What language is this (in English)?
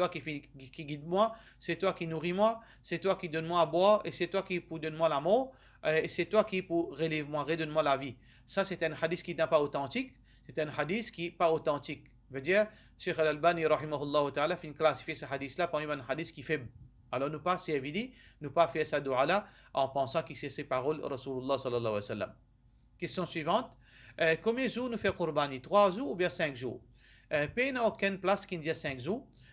Morisyen